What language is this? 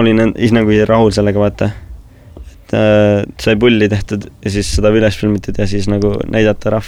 Estonian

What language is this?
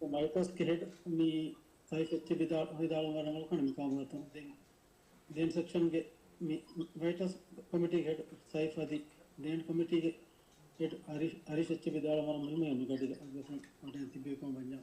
Divehi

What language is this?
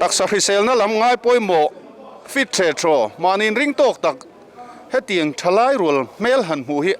Mizo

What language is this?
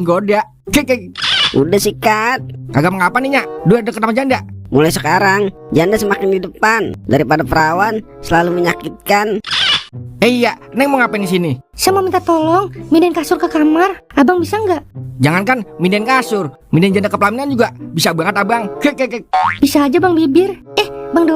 Betawi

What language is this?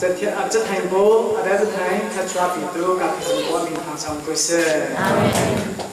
Hakha Chin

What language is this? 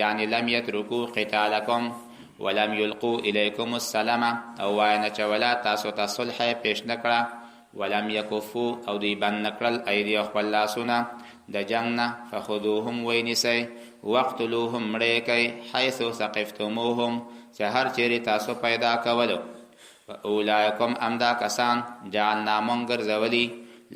Pashto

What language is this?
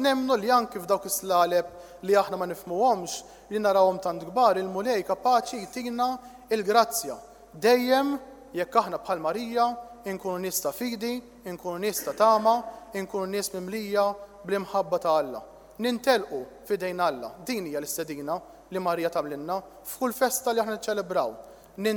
Maltese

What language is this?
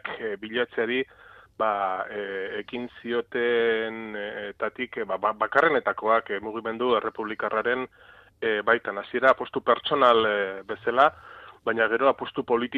Basque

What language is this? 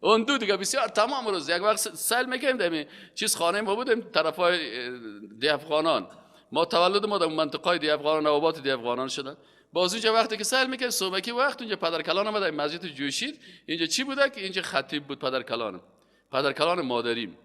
Persian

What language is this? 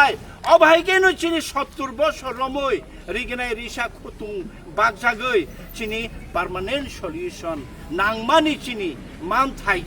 Kok Borok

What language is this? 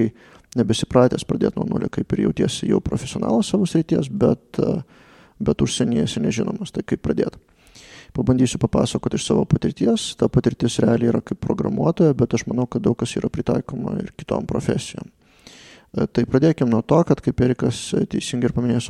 Lithuanian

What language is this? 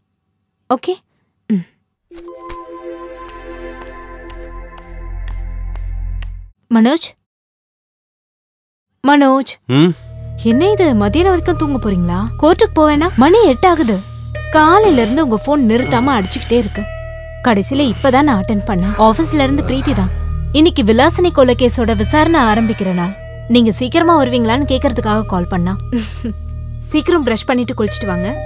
Tamil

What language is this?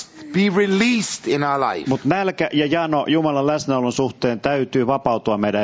Finnish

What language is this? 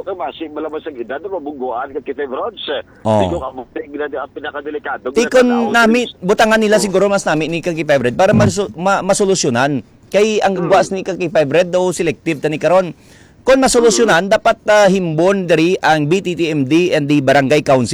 Hiligaynon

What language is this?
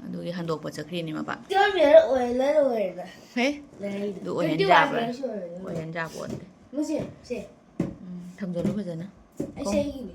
Manipuri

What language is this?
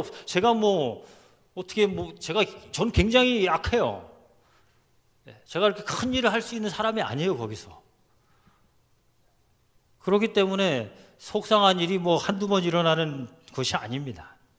Korean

